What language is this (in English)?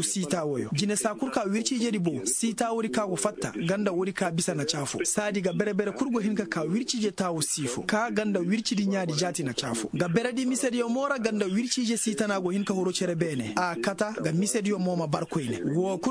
Koyraboro Senni